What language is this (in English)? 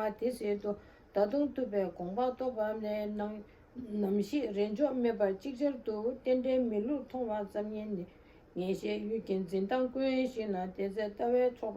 Tibetan